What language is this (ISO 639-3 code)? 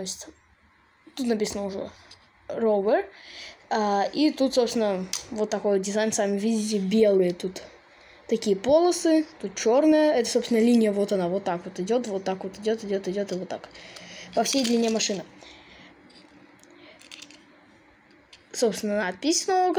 rus